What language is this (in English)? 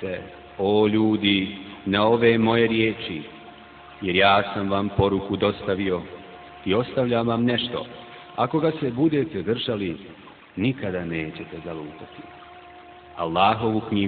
Bosnian